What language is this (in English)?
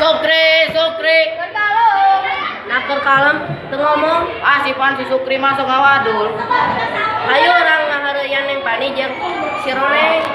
Sundanese